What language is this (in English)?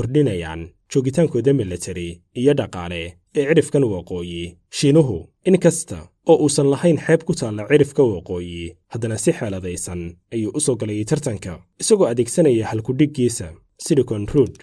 Somali